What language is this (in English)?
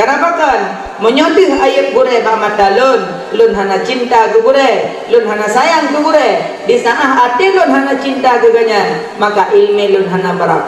Achinese